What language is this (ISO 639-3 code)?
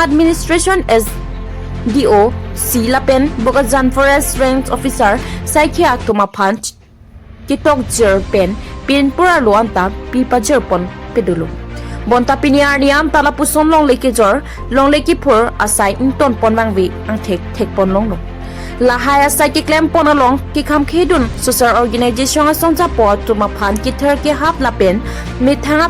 mjw